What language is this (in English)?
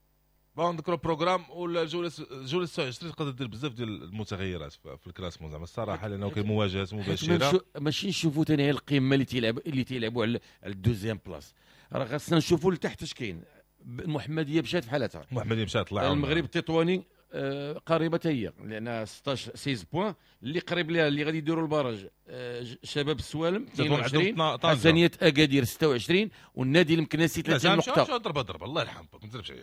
Moroccan Arabic